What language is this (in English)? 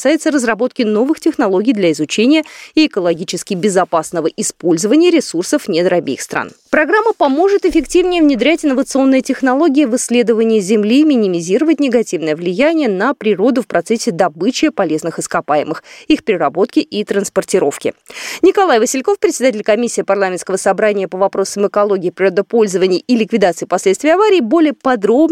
Russian